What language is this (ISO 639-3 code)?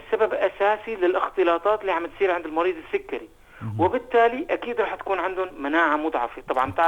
apc